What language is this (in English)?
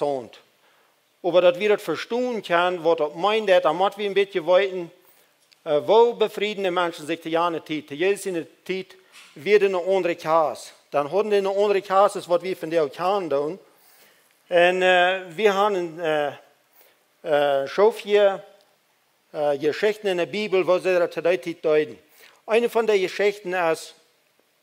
Plautdietsch